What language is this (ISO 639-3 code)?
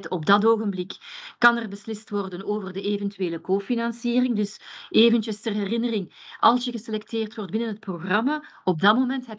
nld